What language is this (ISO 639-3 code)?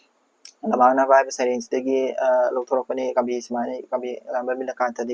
mni